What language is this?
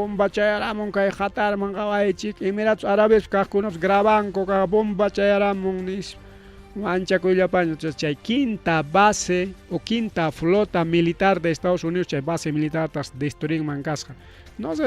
Ayacucho Quechua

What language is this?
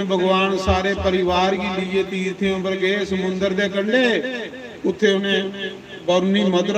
Dogri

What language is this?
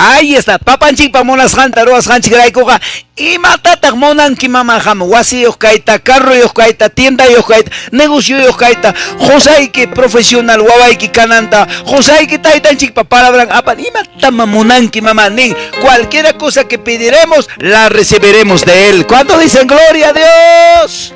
Quechua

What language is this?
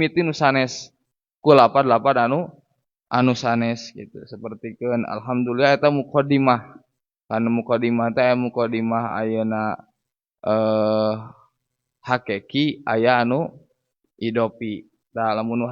Sundanese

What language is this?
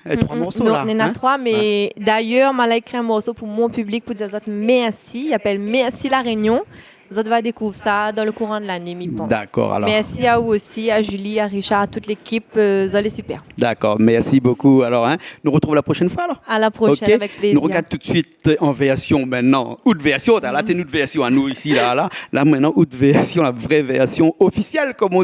Réunion Creole French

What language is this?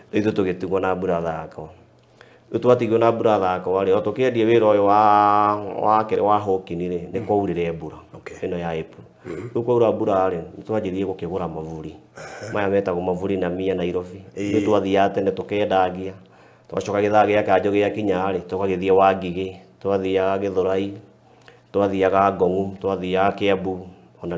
Kikuyu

